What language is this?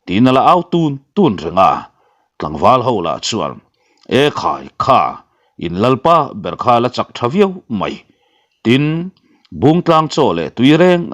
Mizo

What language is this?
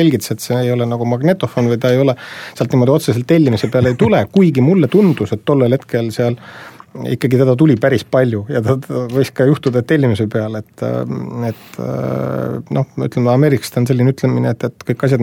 Estonian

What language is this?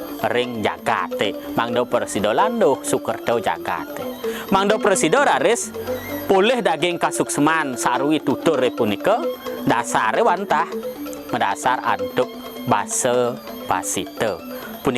Balinese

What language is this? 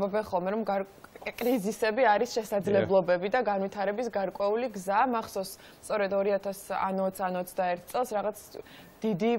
Georgian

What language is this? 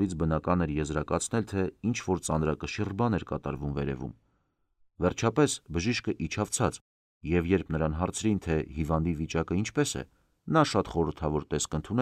Armenian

